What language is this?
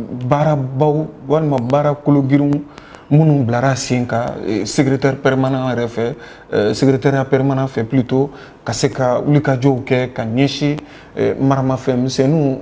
Bambara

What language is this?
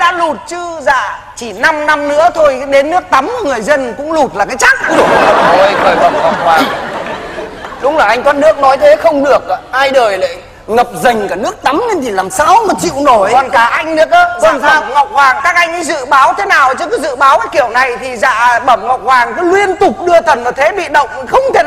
Vietnamese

